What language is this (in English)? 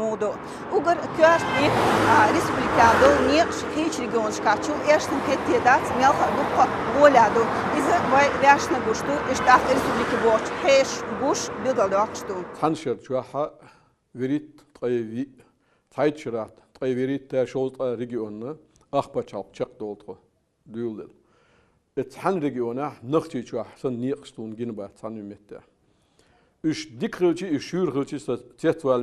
Chechen